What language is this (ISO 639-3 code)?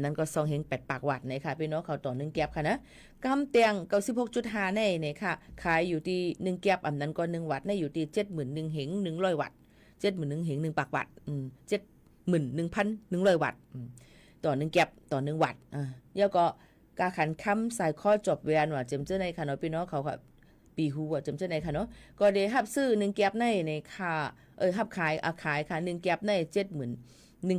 shn